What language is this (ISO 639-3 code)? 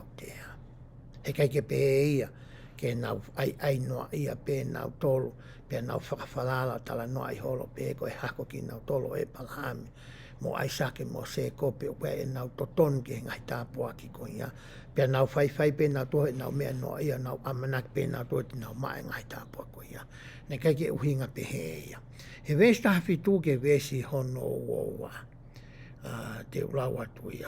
ton